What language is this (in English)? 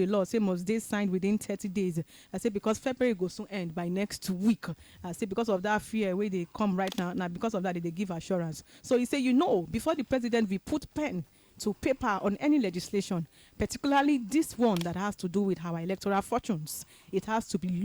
Nigerian Pidgin